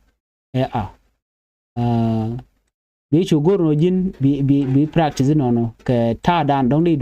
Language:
Nuer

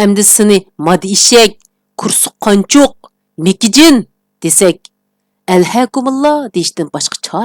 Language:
Uyghur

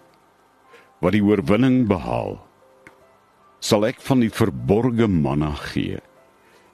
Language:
Afrikaans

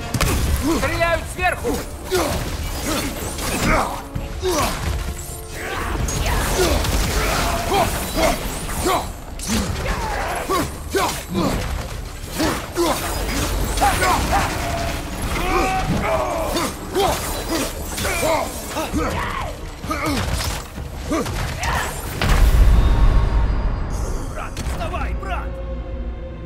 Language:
Russian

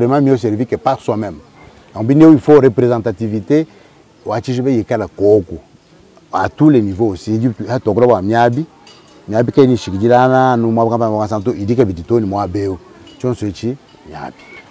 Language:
Luba-Lulua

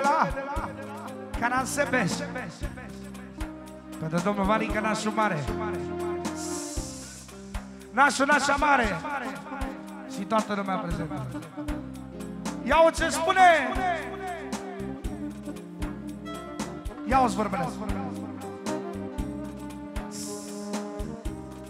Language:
Romanian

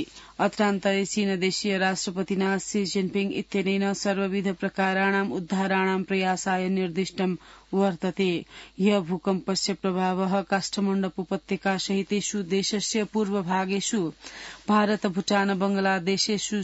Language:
Sanskrit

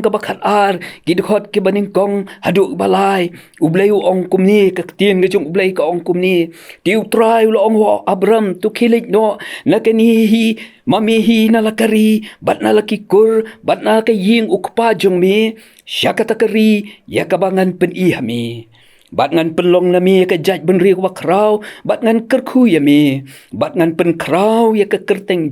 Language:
Khasi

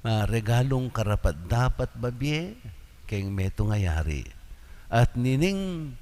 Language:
Pampanga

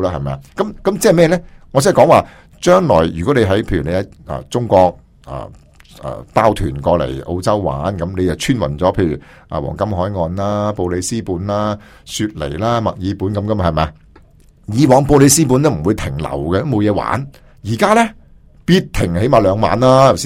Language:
Cantonese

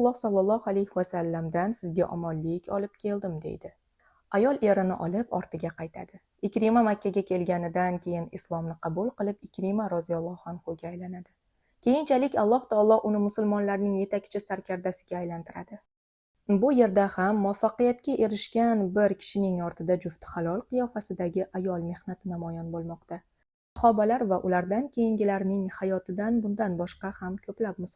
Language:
Uzbek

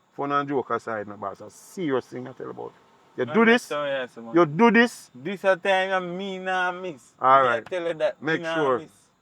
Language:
Jamaican Creole English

